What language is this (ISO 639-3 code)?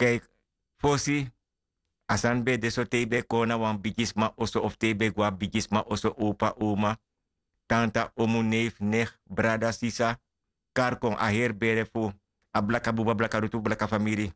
srn